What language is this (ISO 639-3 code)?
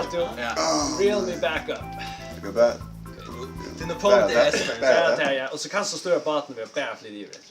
fao